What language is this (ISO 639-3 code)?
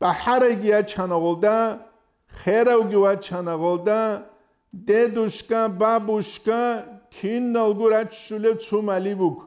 ava